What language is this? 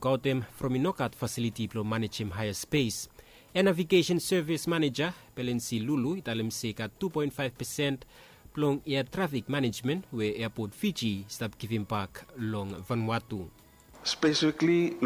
Bislama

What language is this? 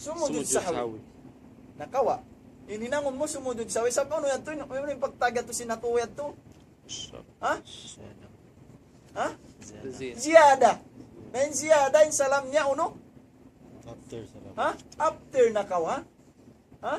Tausug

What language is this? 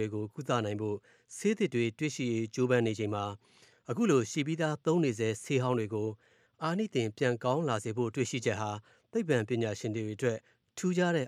Burmese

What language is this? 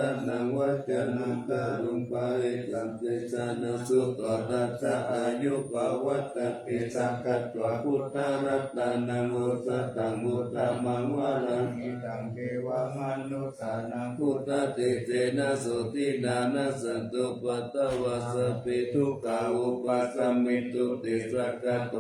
Pali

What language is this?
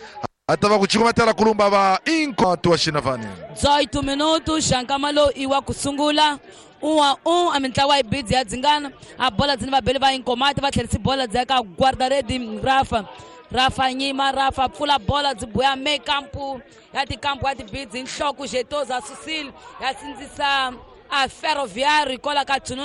Tsonga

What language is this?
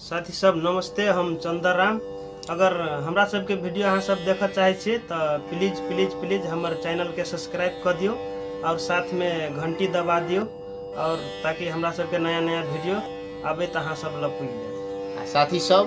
Maithili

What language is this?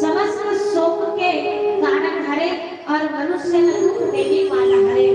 Chhattisgarhi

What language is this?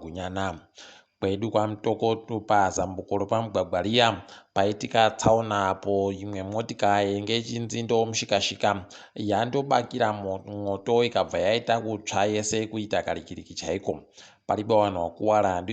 Ndau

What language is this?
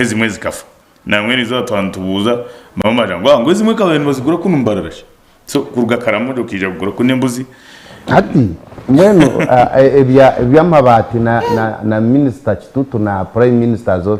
Nyankole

